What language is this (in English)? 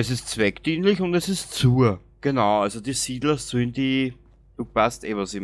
Bavarian